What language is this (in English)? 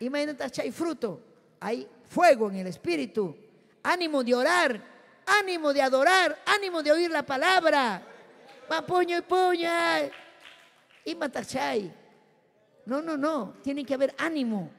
Ayacucho Quechua